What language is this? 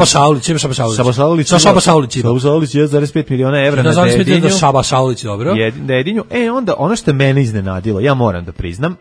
Serbian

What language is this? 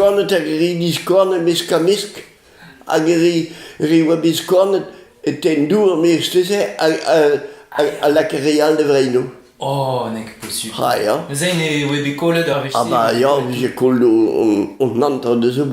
Breton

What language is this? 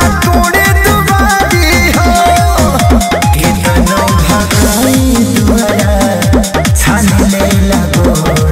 Bhojpuri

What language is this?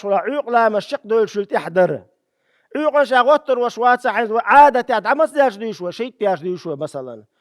Chechen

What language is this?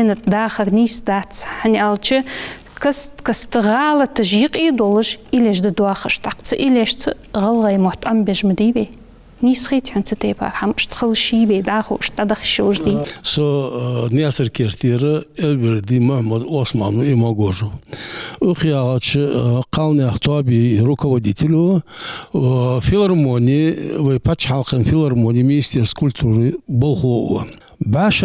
Ingush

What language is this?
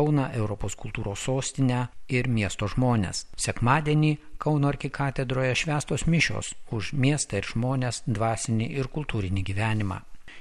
Lithuanian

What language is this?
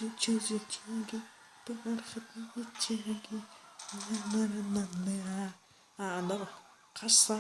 Kara-Kalpak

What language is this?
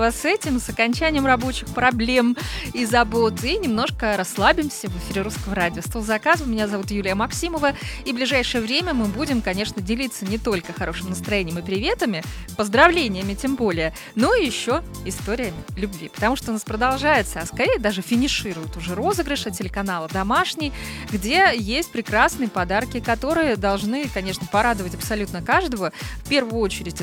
Russian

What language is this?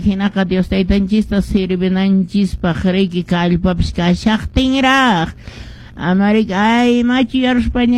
Quechua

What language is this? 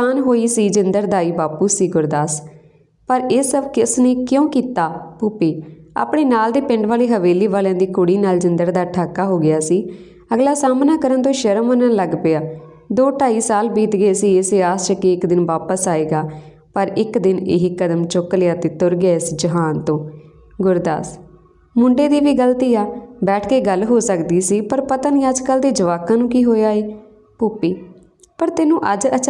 Punjabi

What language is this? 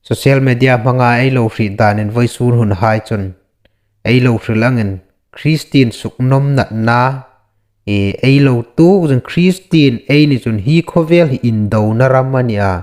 Hmar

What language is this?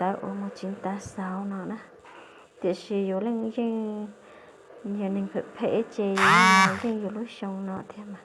Hmong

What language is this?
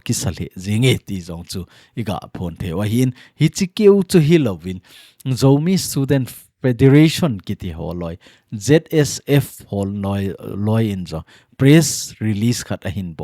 Thado Chin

